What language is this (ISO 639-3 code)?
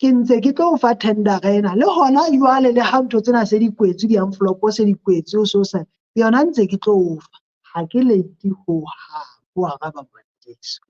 sot